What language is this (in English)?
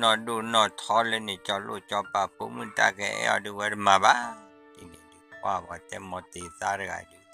S'gaw Karen